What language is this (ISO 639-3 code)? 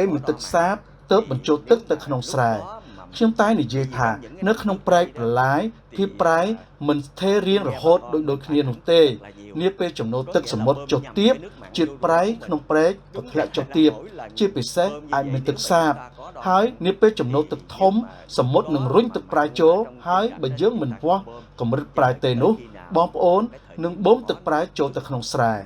khm